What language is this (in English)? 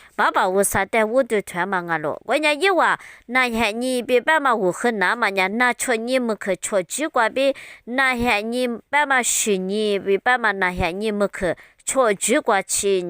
Lisu